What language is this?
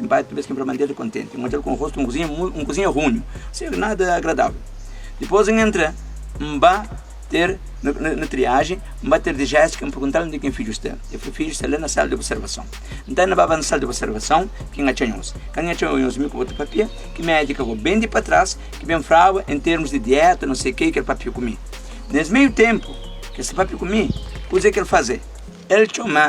Kabuverdianu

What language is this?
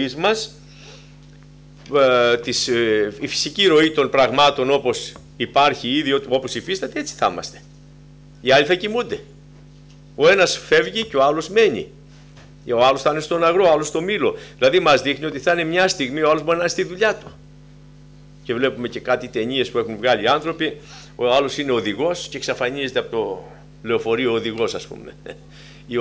Greek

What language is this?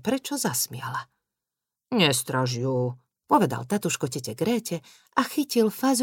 Slovak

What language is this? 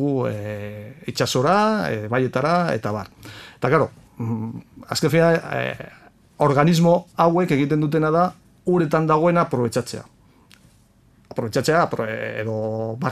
Basque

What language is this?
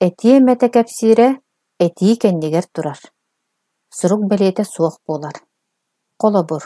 Yakut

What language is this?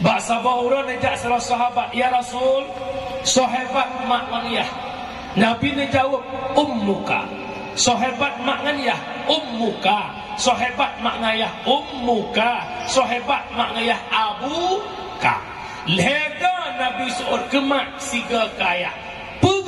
Achinese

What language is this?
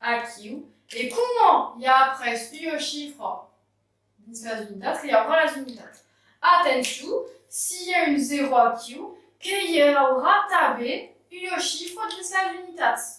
Occitan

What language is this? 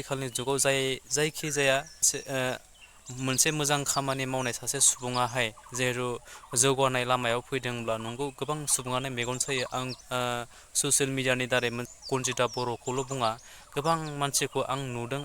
Bodo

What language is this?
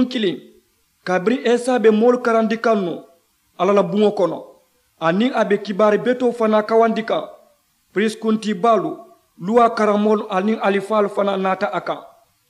Mandingo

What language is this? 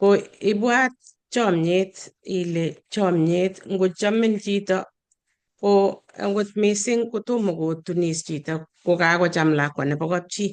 Kalenjin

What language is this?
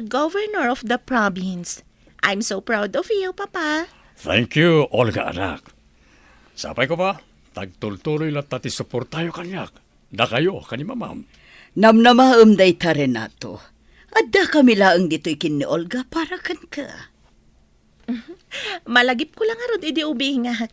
Iloko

